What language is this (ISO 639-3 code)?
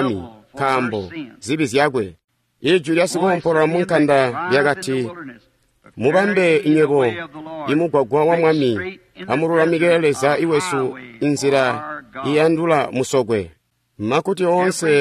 toi